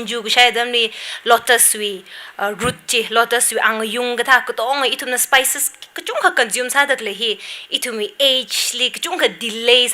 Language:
Tangkhul Naga (India)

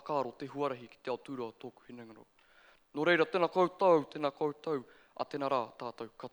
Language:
Māori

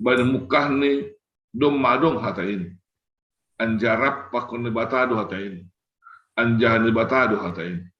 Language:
Batak Simalungun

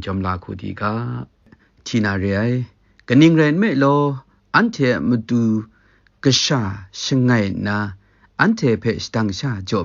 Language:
Kachin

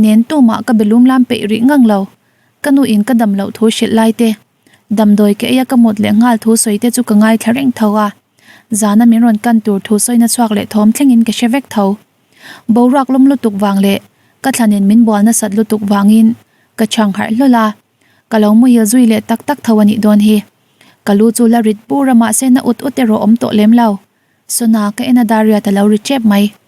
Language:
Mizo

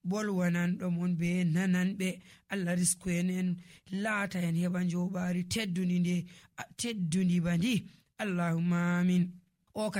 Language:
Nigerian Fulfulde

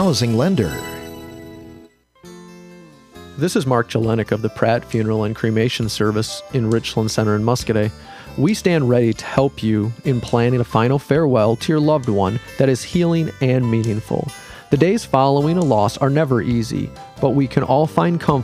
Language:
English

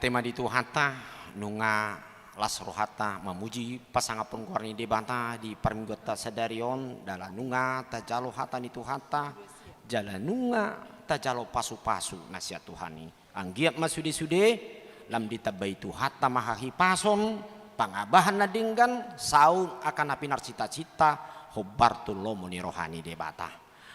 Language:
Batak Toba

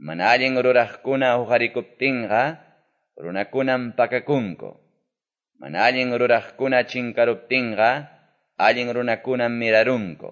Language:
Quechua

